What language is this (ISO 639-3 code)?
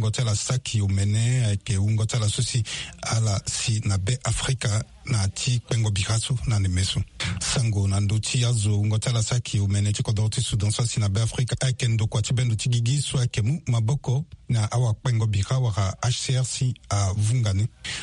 sag